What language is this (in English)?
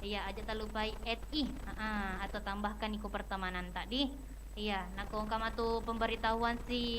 Buginese